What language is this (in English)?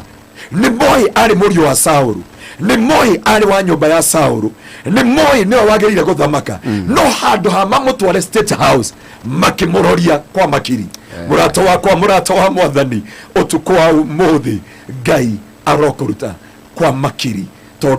Kikuyu